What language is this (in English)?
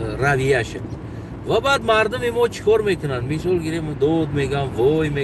Tajik